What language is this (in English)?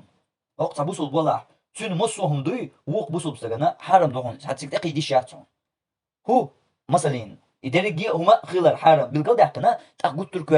Chechen